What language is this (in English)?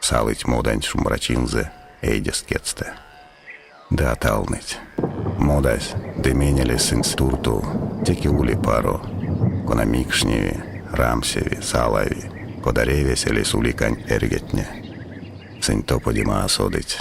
Erzya